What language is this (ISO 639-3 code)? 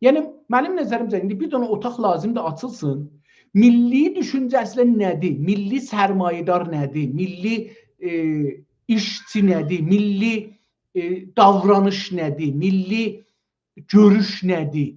azb